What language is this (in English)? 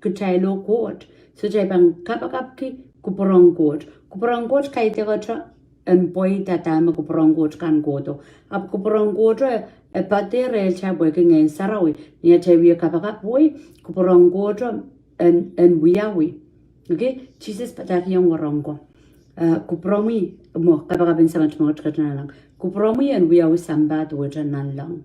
Pohnpeian